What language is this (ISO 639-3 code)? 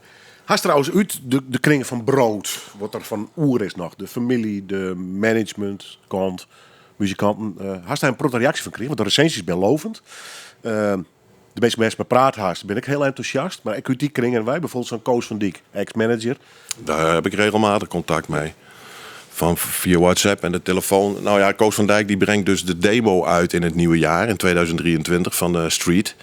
fry